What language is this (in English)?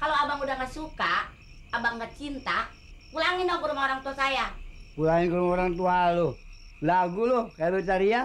Betawi